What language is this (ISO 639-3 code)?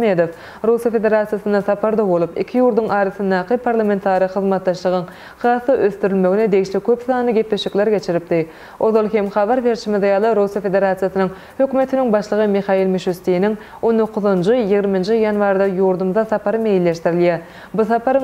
tuk